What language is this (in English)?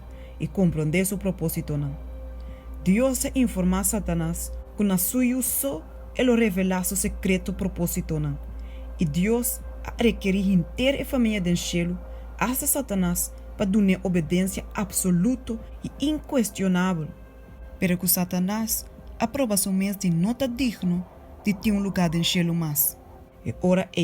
Papiamento